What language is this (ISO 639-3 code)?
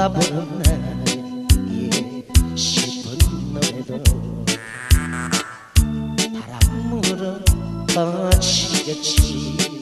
kor